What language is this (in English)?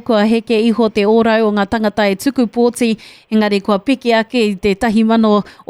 Māori